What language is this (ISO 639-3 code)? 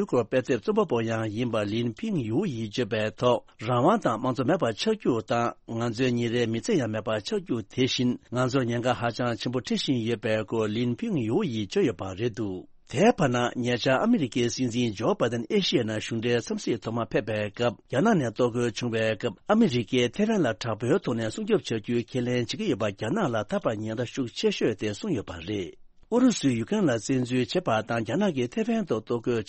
bod